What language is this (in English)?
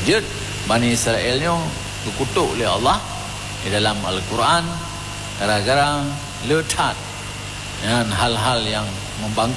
Achinese